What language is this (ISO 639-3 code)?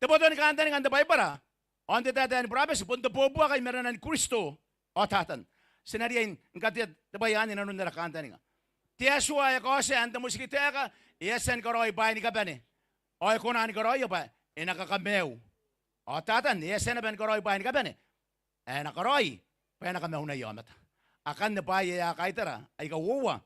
gil